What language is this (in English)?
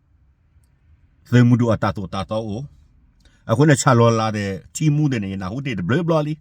S'gaw Karen